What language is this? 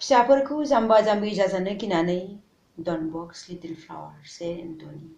Bodo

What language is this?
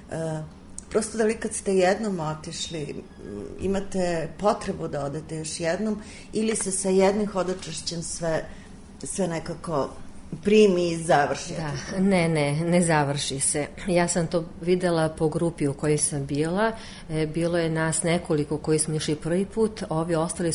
Serbian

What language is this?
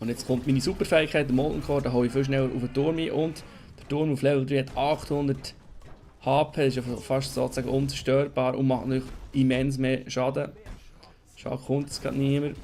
Swiss German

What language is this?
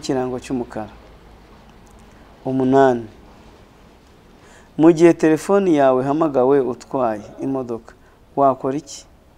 Kinyarwanda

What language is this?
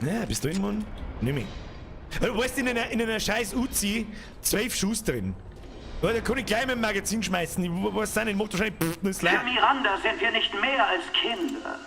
Bavarian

